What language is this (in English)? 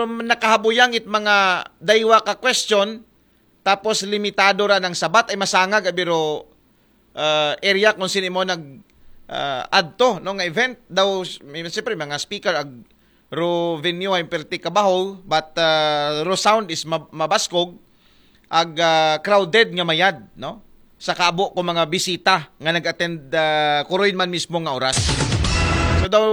Aklanon